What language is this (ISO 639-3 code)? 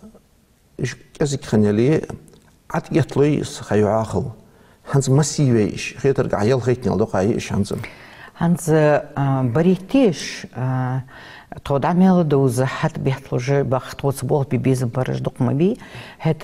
inh